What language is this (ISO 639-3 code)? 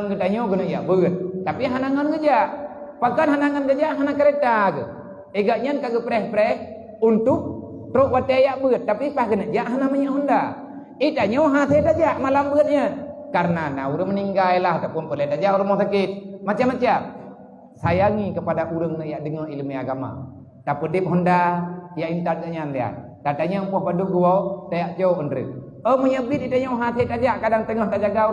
ace